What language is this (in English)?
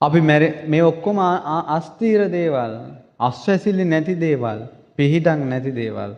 Sinhala